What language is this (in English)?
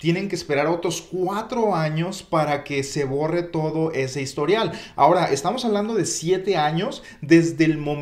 Spanish